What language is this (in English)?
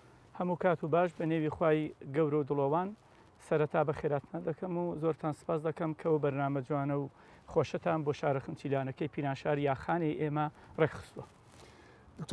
Central Kurdish